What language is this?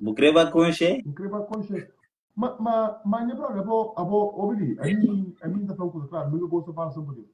Kabuverdianu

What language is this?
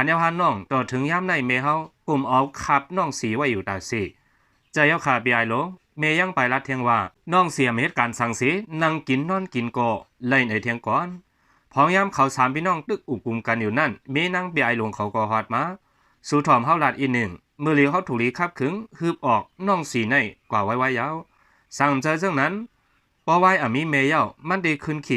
Shan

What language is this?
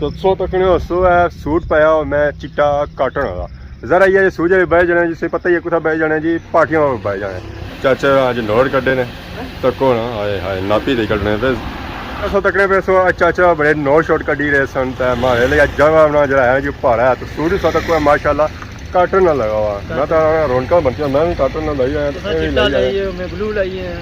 Pahari-Potwari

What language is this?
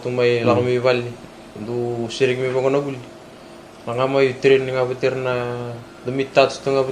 Fijian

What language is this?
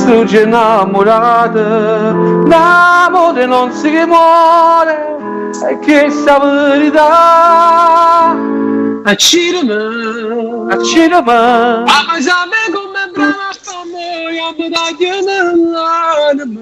Neapolitan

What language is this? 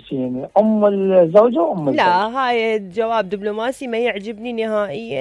Mesopotamian Arabic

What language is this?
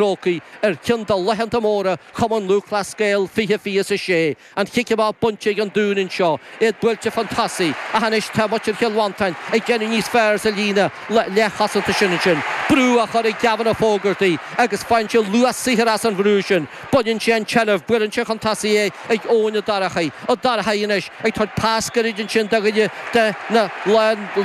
Irish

